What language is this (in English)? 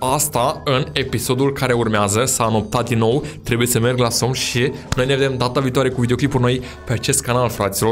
Romanian